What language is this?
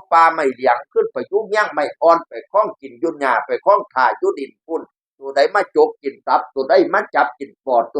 Northeastern Thai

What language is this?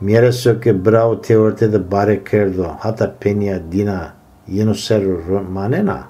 Zaza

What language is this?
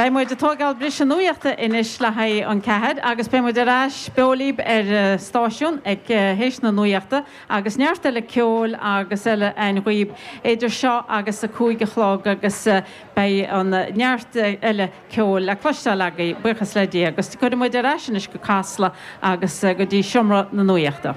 Irish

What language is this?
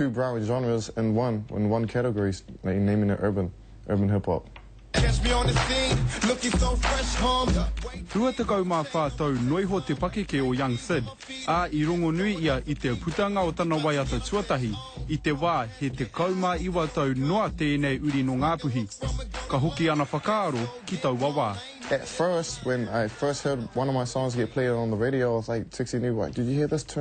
Māori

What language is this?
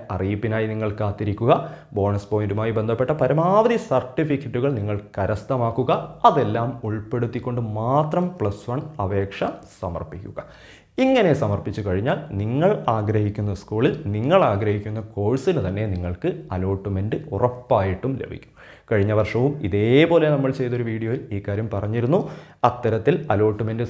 Malayalam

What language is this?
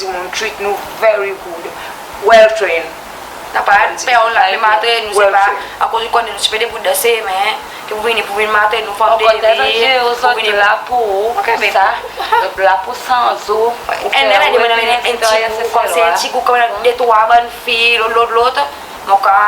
Seselwa Creole French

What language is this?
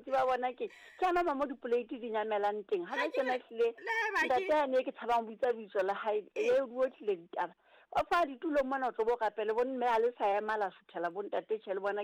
Southern Sotho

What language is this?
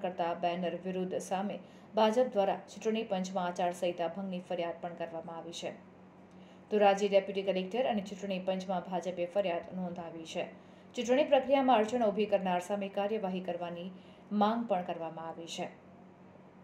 Gujarati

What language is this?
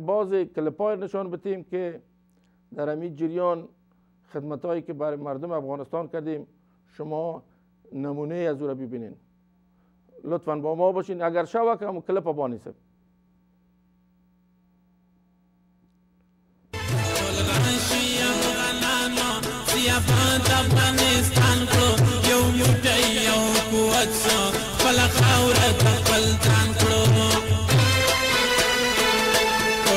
Persian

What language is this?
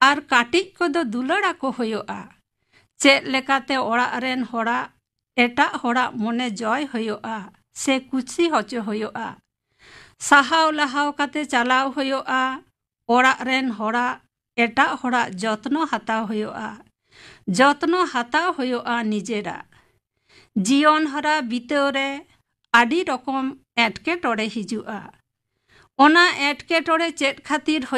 Santali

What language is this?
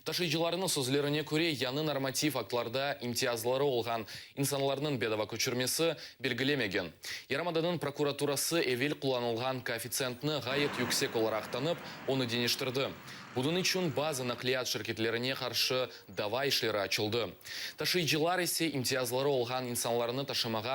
Crimean Tatar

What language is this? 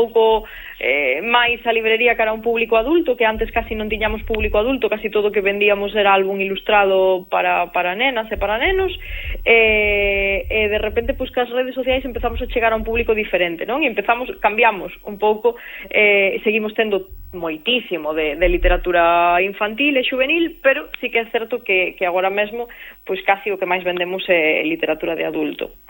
Galician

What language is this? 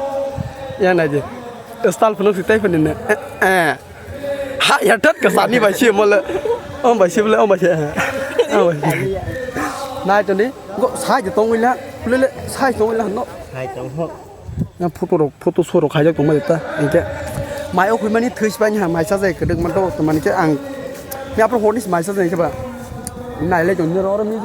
Kok Borok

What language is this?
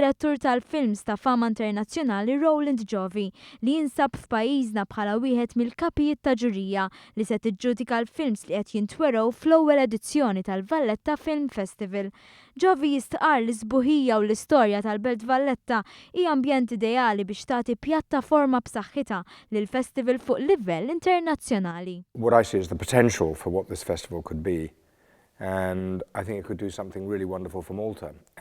Maltese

